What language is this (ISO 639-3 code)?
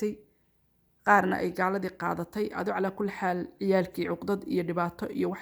som